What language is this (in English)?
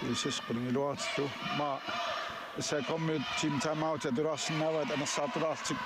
Kalaallisut